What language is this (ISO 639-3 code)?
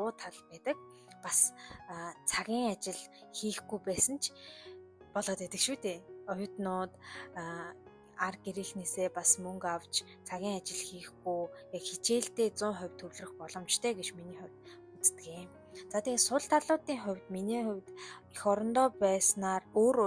mon